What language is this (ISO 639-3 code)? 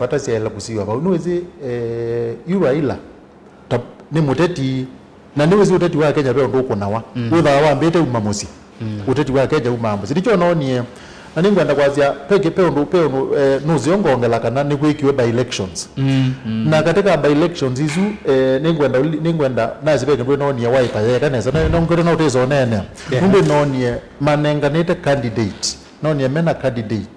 kam